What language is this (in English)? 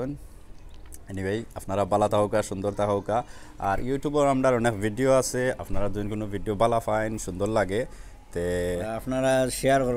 Sylheti